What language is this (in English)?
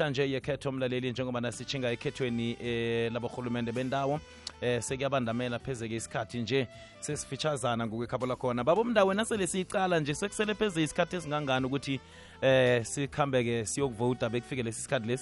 South Ndebele